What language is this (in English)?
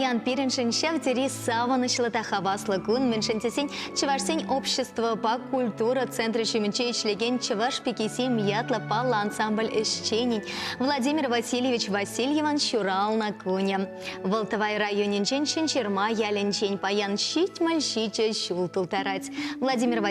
Chuvash